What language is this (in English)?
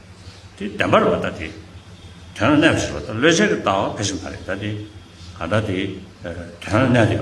Tibetan